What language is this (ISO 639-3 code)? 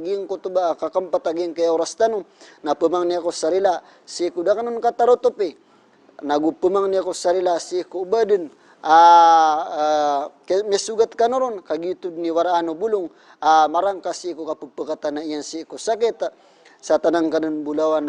mrw